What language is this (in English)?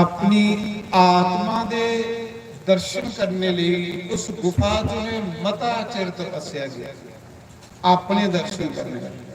Dogri